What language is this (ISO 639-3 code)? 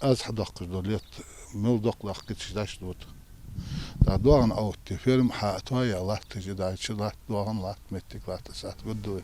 inh